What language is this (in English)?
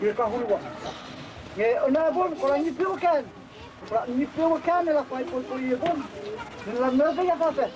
Dehu